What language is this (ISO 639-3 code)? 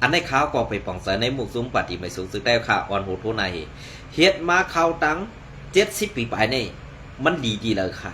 shn